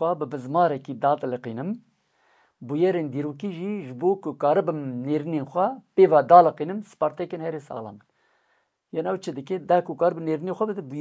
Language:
Kurdish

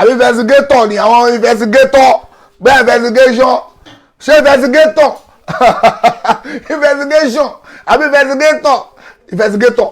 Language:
Yoruba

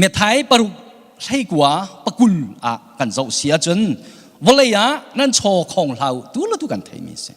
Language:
Hakha Chin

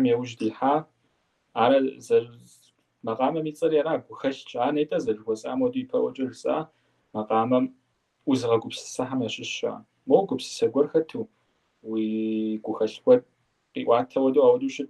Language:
Kabardian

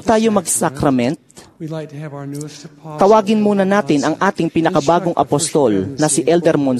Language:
Filipino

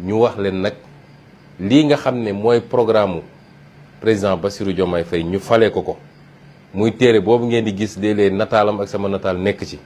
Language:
Wolof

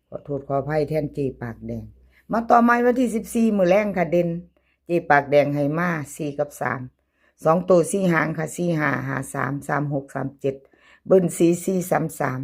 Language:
Northeastern Thai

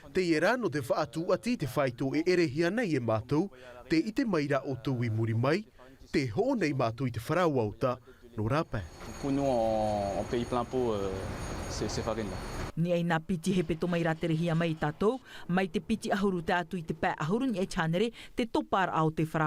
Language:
Tahitian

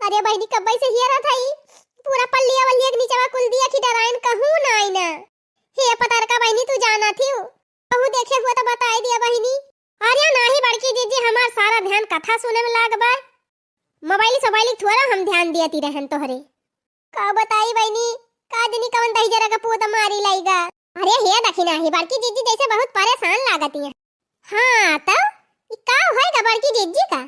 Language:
Bhojpuri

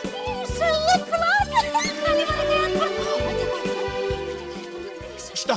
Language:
Chuvash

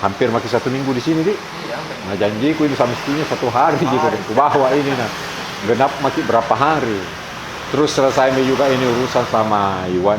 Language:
Makassar Malay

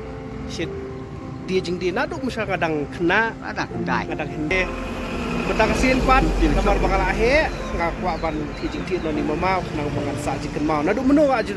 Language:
Khasi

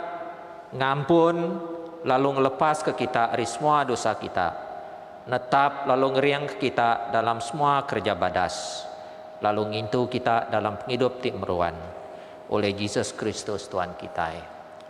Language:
Iban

